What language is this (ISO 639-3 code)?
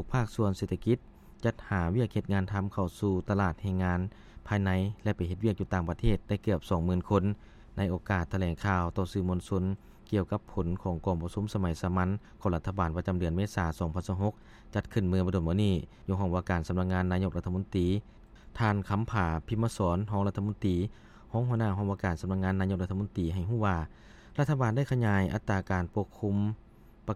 lao